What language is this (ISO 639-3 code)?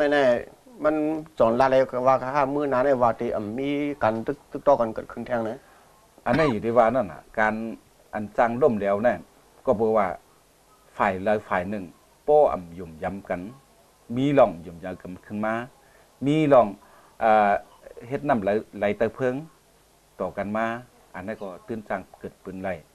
shn